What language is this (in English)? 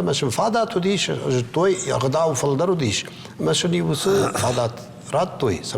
Ossetic